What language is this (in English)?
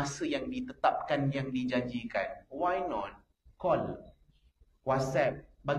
Malay